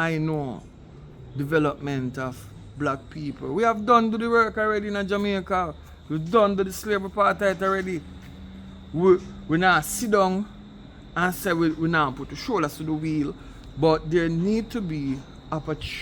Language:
Jamaican Creole English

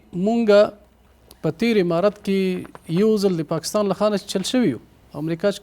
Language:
Pashto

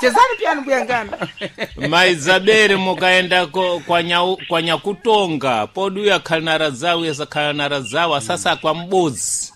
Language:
Sena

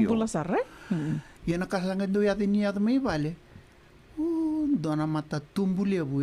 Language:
Fijian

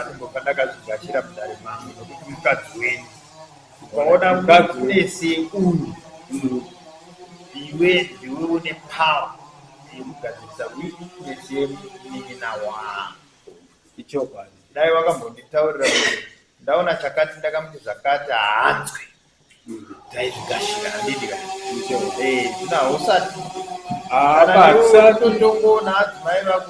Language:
Shona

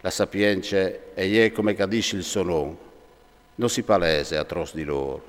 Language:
Friulian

